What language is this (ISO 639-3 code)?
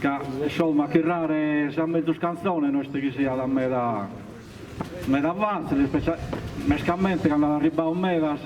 srd